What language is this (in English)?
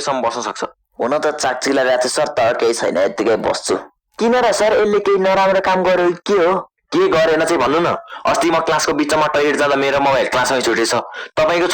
Nepali